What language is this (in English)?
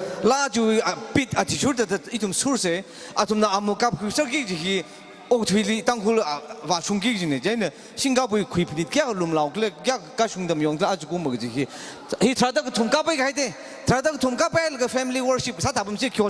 Tangkhul Naga (India)